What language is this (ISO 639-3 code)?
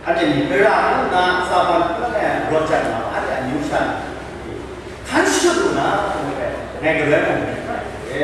kac